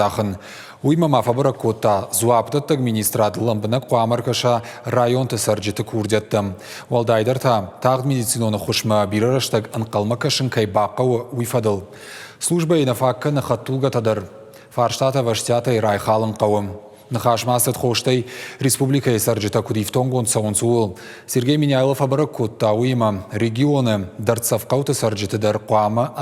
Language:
Ossetic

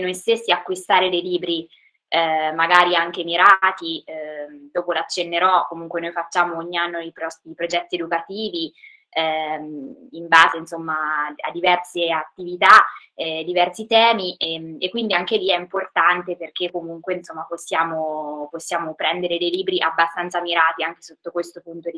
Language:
Italian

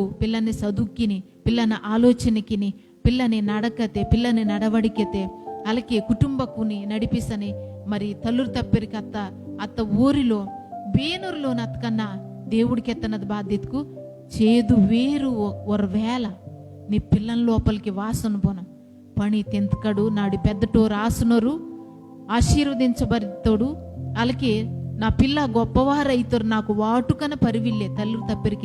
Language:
Koya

